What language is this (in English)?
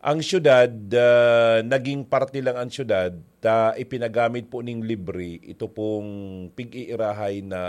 Bikol